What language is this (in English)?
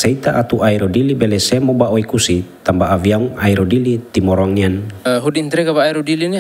Tetum